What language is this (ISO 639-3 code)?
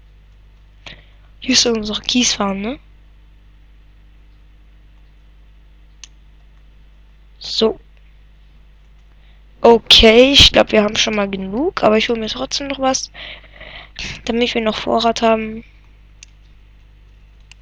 deu